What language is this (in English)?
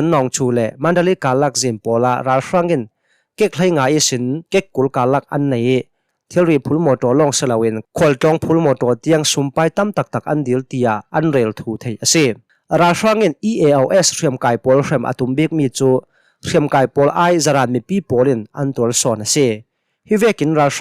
Hakha Chin